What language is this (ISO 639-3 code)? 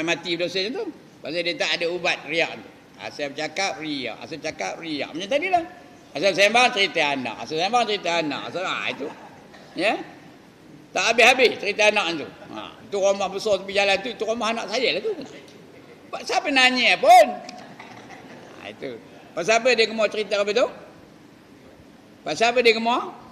msa